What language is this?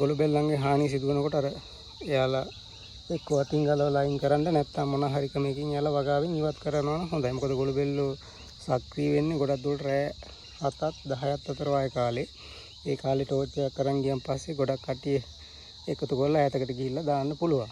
Sinhala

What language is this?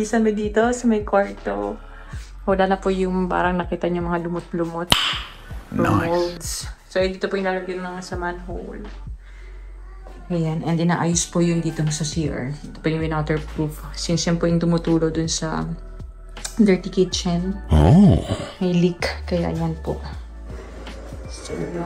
Filipino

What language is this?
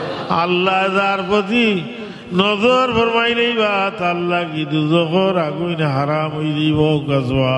Sylheti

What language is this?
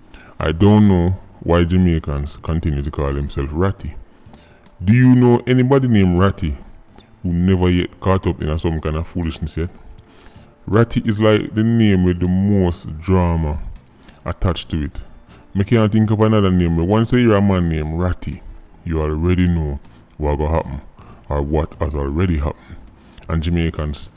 Jamaican Creole English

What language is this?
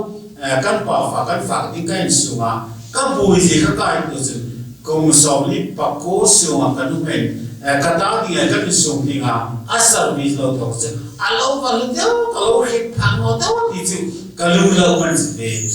Hmar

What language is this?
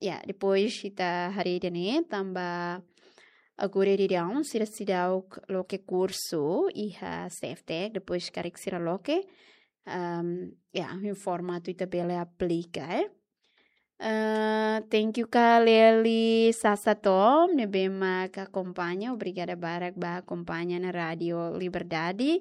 Tetum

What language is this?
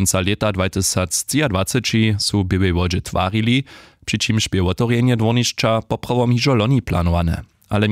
Upper Sorbian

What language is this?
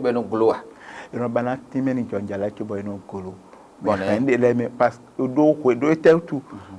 Fon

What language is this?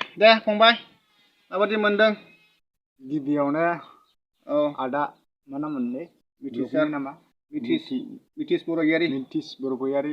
Bodo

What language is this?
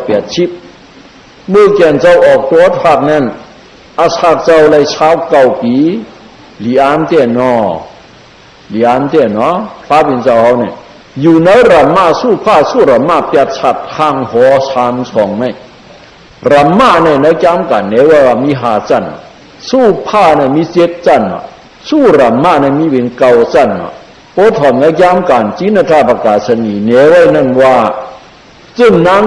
Shan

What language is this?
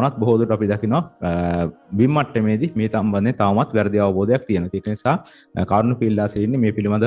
Sinhala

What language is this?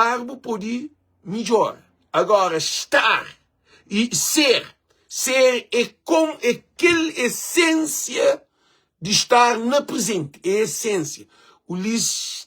Kabuverdianu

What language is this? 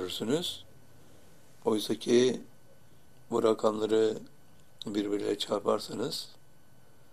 Turkish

